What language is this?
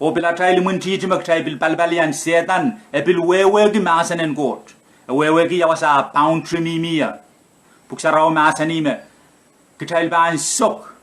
Pohnpeian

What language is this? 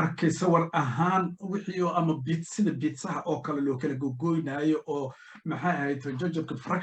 Somali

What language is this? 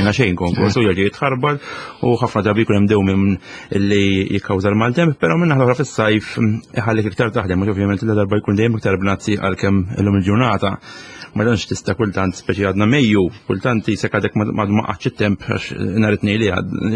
Maltese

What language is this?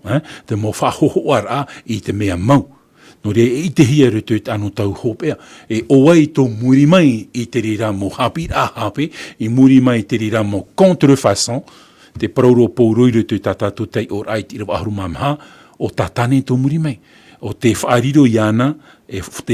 Tahitian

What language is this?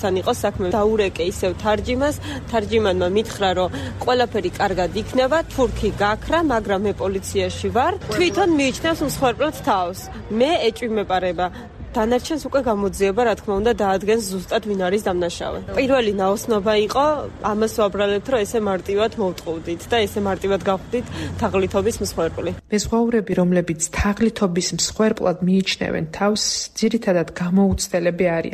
Georgian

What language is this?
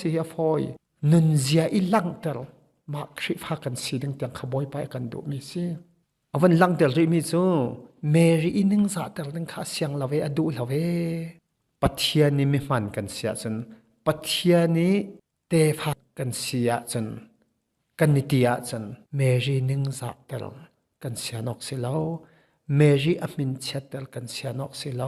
Hakha Chin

